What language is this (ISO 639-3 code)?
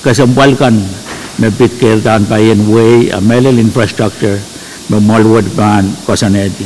pon